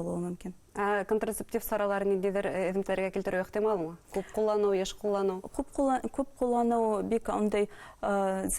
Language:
Bashkir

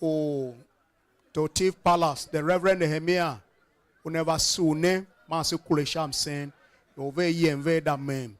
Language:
Tiv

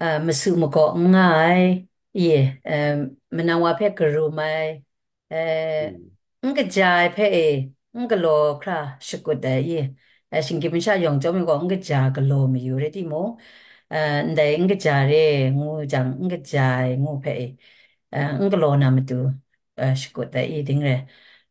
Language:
Kachin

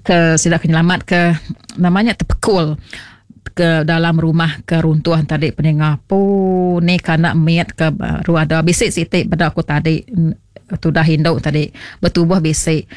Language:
Iban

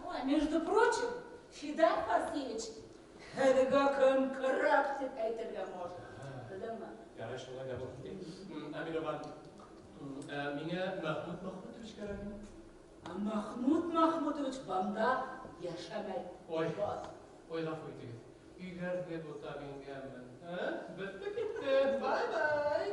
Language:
Bashkir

